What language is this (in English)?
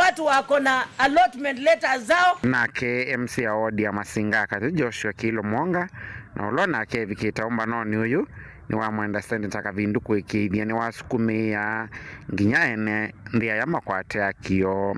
Kamba